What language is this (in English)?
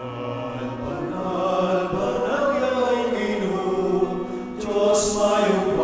Pampanga